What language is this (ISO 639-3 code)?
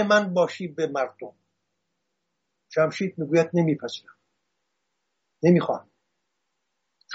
fas